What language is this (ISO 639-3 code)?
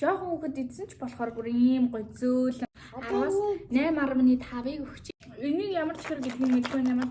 mon